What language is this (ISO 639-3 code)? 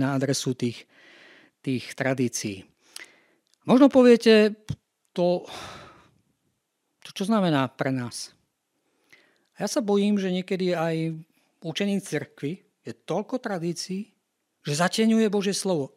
slk